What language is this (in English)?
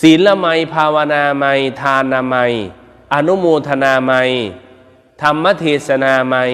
Northeastern Thai